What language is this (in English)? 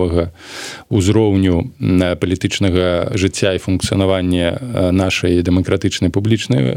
Belarusian